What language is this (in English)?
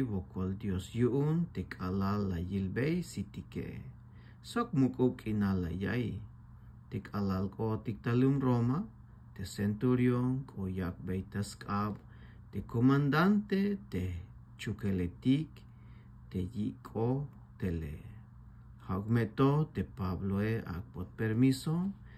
Tzeltal